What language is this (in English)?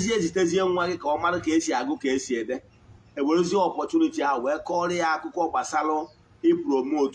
Igbo